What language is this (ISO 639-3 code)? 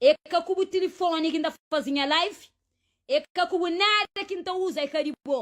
kea